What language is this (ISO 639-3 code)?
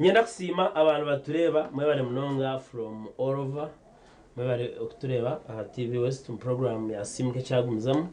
nyn